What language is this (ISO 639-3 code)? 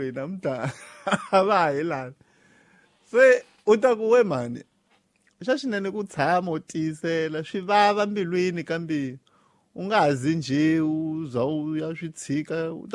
tso